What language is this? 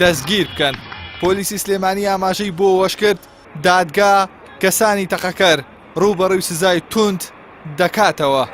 Central Kurdish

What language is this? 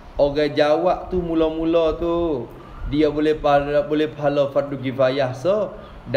Malay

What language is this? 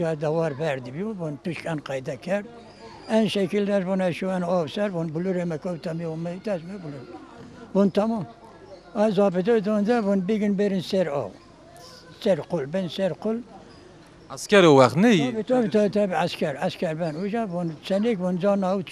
Zaza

